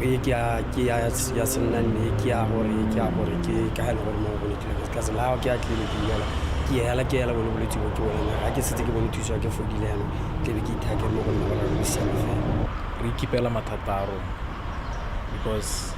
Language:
Tswana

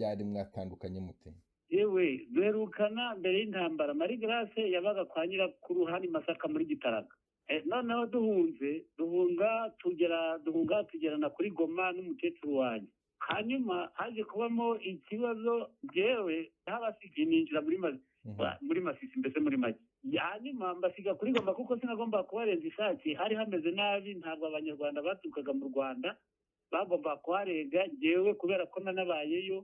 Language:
Kinyarwanda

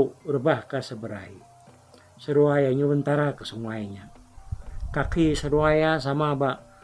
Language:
Iban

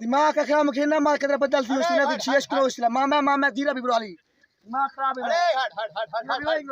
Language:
Saraiki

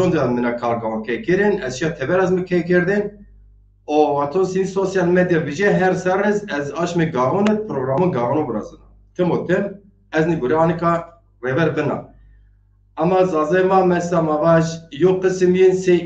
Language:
Zaza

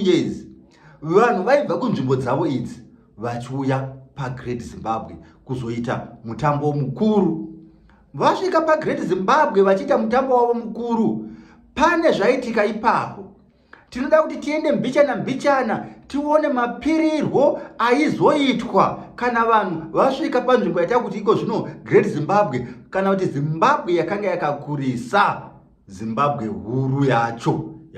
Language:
Shona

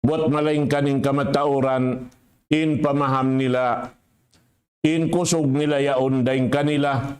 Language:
Tausug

